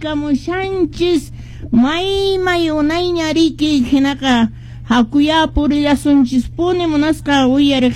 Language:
Quechua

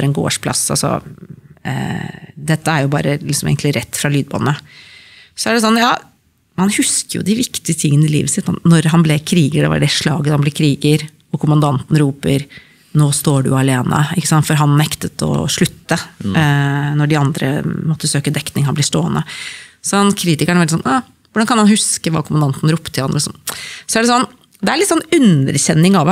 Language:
Norwegian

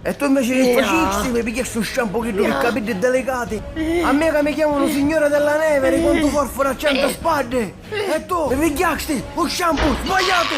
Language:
Sicilian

